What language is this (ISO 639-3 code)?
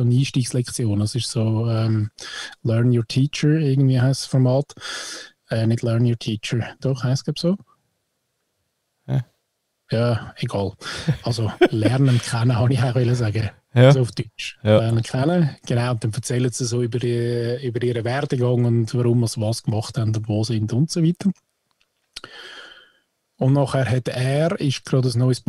gsw